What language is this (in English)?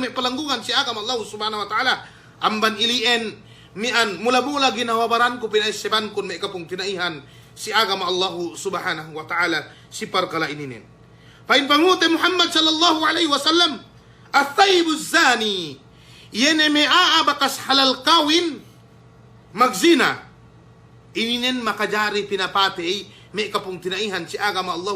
Yakan